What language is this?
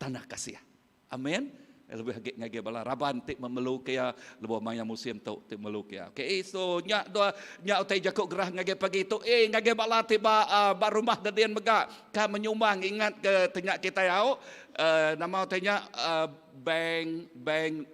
Iban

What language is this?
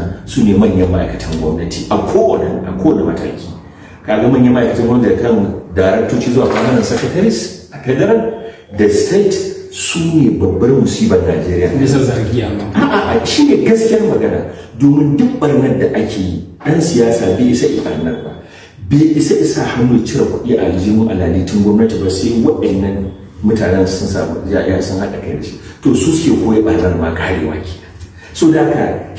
Hausa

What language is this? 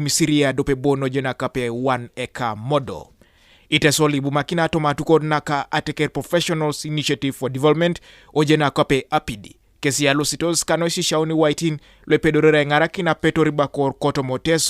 Teso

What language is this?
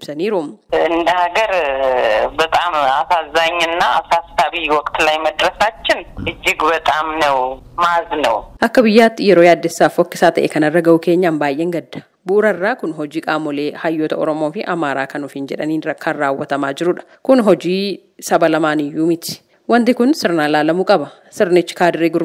Oromo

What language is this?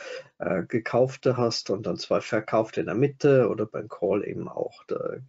German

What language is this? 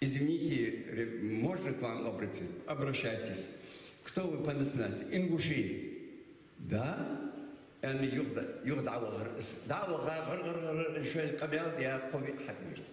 Ingush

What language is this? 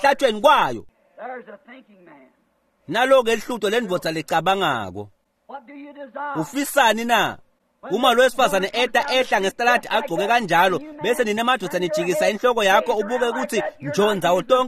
Swati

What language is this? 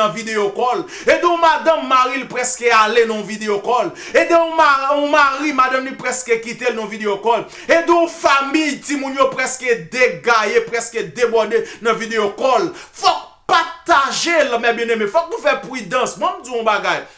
Haitian Creole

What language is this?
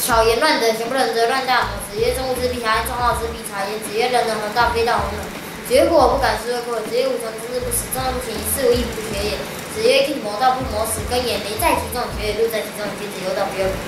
Literary Chinese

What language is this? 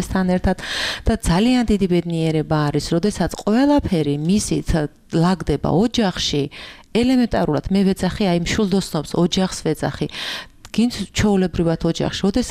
Georgian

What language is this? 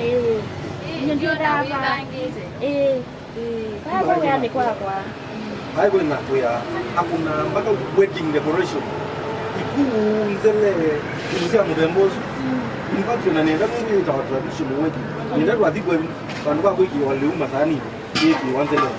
Kamba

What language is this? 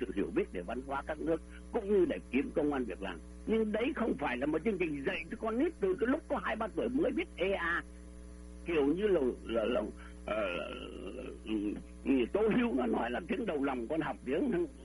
Vietnamese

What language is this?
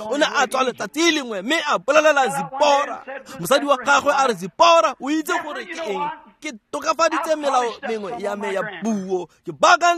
Tswana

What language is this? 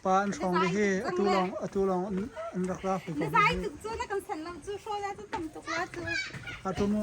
Hakha Chin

